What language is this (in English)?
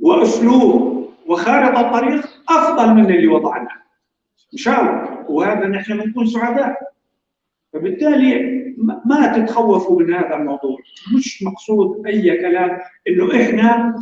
North Levantine Arabic